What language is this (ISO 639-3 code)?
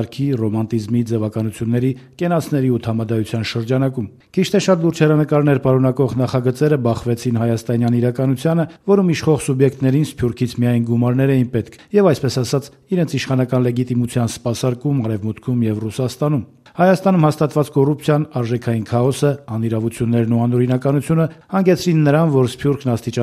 hye